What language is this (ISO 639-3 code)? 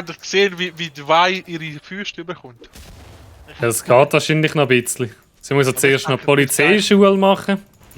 gsw